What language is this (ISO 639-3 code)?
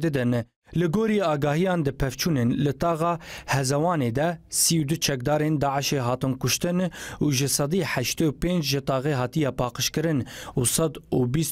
kur